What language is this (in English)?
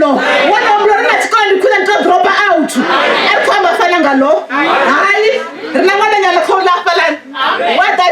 Venda